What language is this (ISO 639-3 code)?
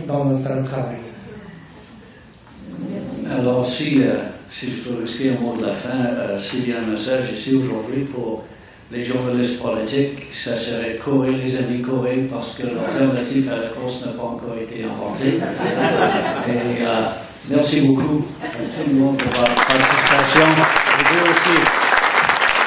fra